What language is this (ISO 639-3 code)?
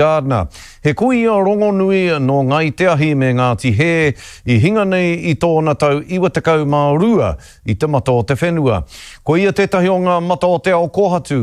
mri